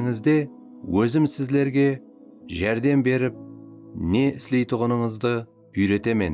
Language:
Kara-Kalpak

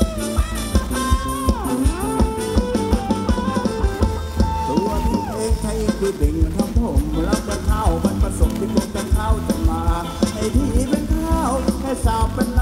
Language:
Thai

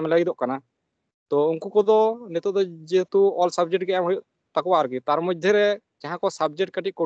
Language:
Santali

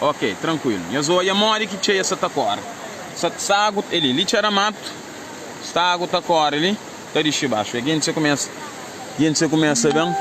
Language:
Kabuverdianu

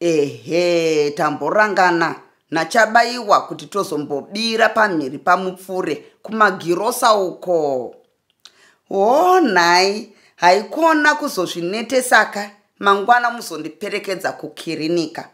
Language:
Shona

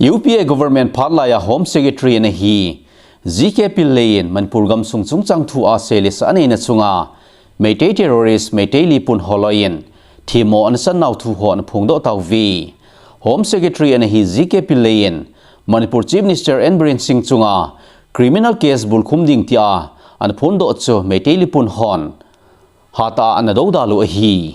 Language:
Thado Chin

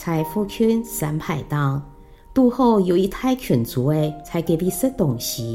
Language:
Hakka Chinese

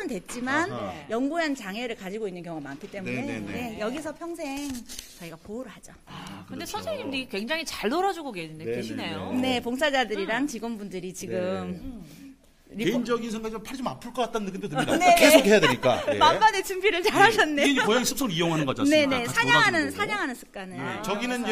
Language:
Korean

